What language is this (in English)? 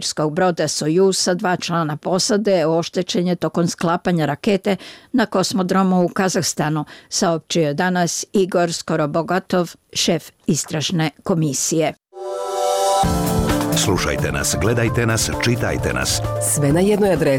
Bosnian